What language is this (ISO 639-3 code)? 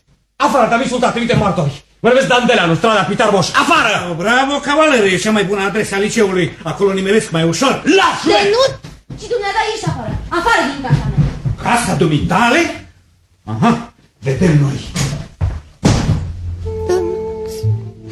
ron